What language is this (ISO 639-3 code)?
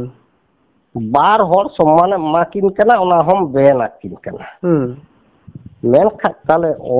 sat